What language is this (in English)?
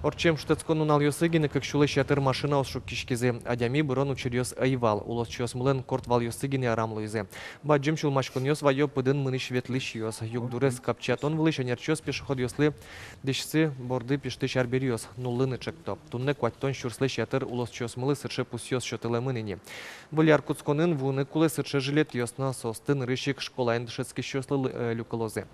Udmurt